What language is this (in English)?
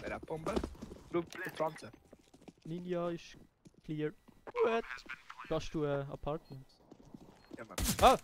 Swiss German